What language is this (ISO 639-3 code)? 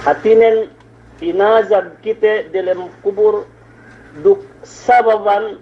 yka